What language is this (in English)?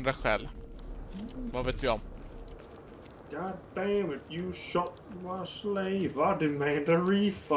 Swedish